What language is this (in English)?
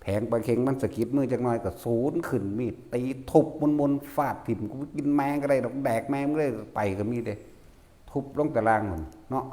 Northeastern Thai